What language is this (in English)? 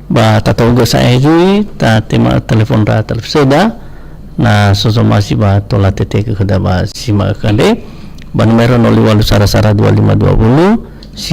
Nias